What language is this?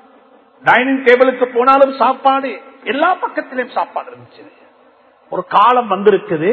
Tamil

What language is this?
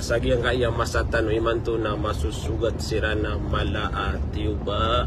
Maranao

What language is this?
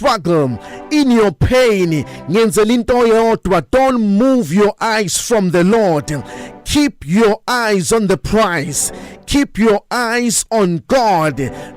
Zulu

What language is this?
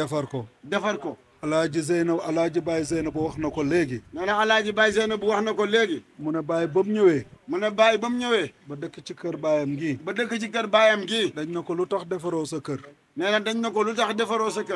Wolof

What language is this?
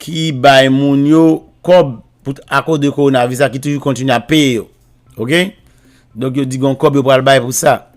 Haitian Creole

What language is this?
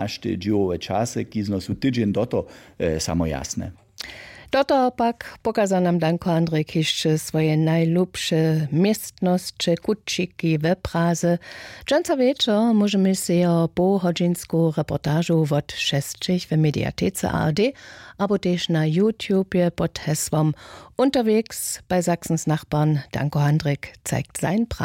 Upper Sorbian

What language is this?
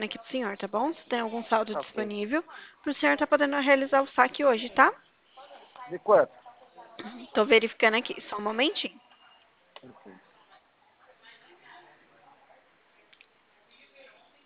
Portuguese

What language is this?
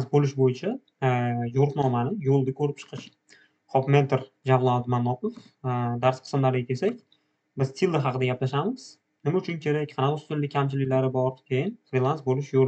Uzbek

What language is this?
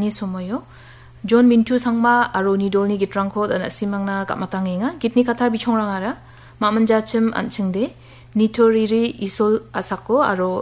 Garo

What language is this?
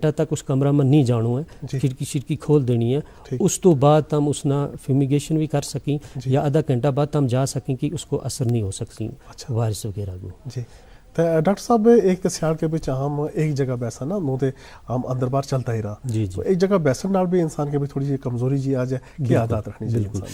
Gujari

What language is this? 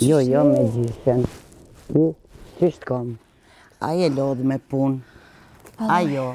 Albanian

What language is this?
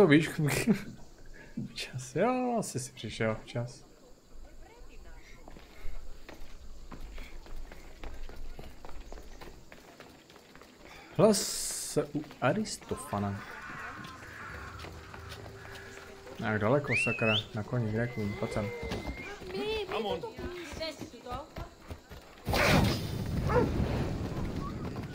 Czech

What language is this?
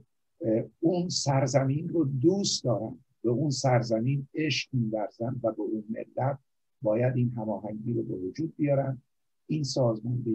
Persian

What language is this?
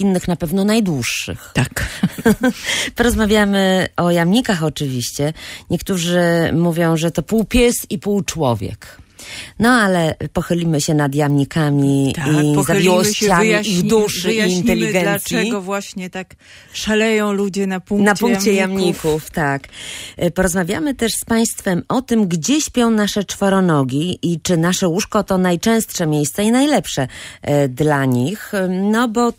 Polish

